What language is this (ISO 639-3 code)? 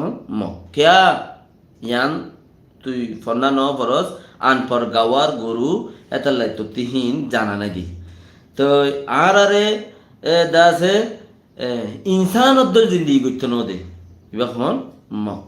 rhg